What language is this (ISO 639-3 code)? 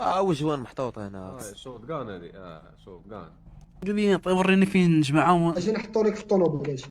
ary